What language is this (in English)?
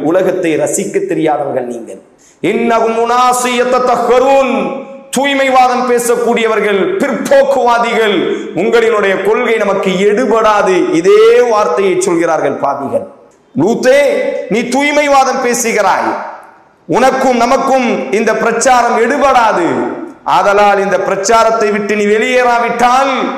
Tamil